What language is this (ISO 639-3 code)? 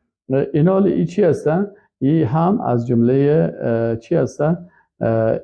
fas